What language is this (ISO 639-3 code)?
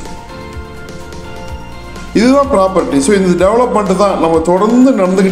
tam